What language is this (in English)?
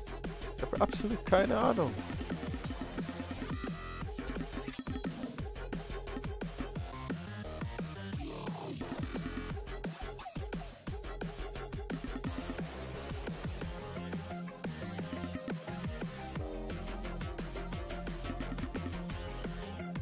German